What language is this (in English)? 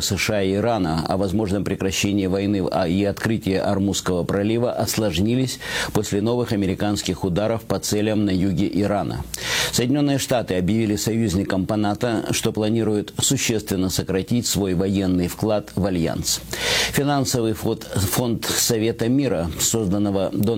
Russian